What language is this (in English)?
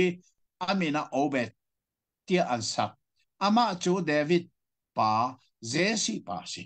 Hakha Chin